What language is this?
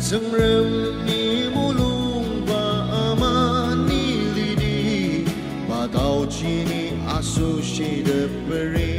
Ao Naga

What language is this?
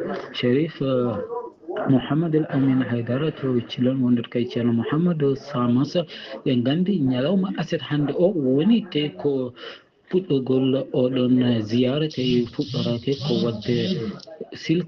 Fula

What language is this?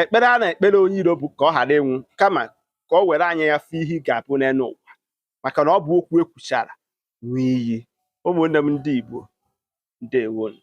Igbo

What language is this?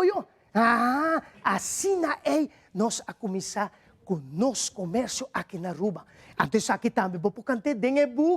Papiamento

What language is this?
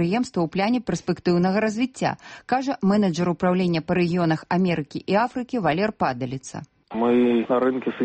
Belarusian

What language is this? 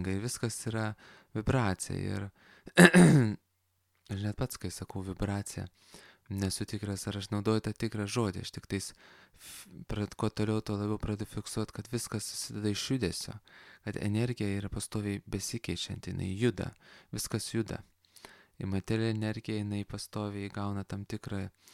Lithuanian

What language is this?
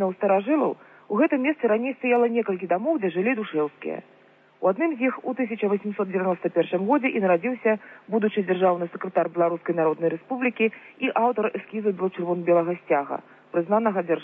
Belarusian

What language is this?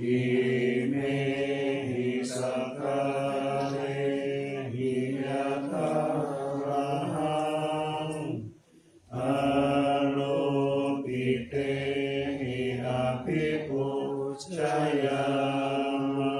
Pali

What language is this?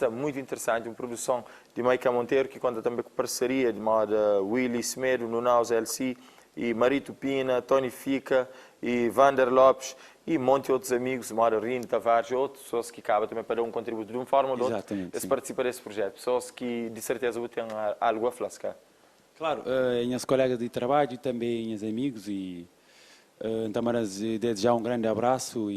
Kabuverdianu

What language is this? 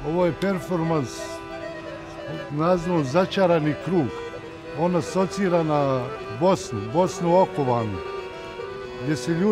Bosnian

